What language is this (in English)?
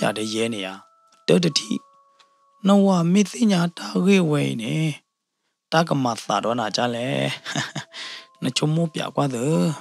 S'gaw Karen